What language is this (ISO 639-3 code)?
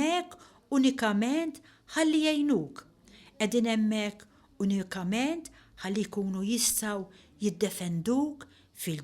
mlt